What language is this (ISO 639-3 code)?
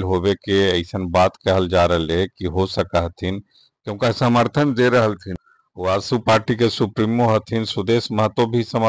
mag